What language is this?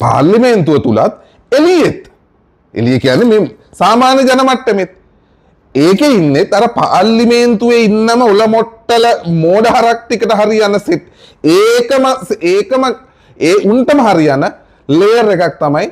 Sinhala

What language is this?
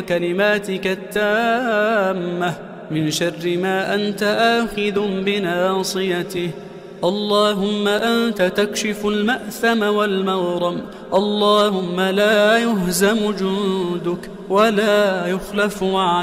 Arabic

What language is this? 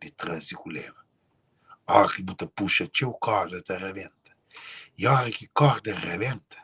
Kabuverdianu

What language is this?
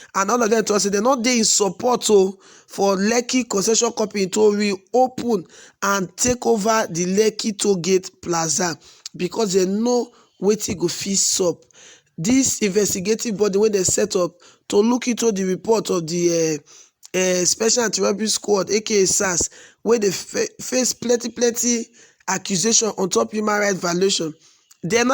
Nigerian Pidgin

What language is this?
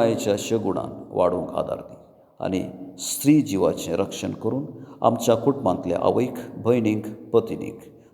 Konkani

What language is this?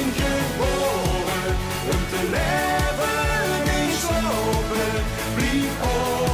Limburgish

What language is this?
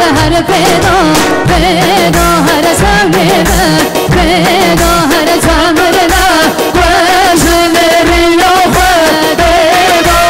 Kurdish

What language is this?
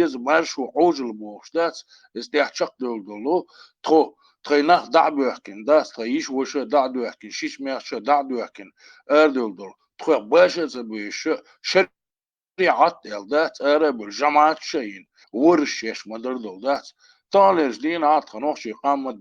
Chechen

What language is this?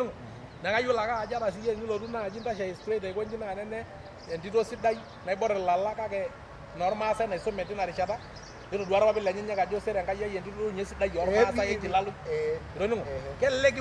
Masai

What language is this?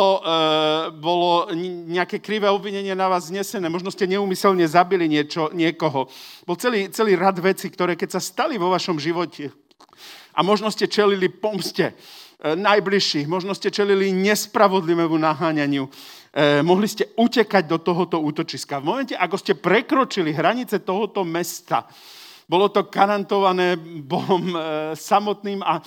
Slovak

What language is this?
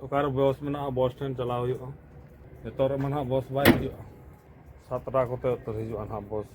Santali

